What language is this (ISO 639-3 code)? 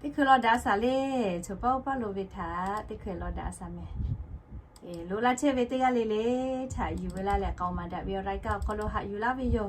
lhu